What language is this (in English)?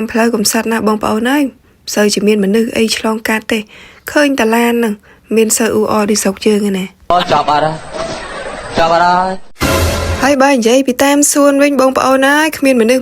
Khmer